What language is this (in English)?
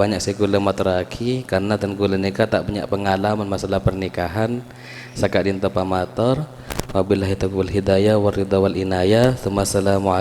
Madurese